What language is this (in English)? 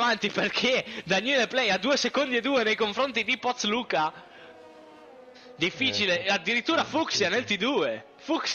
Italian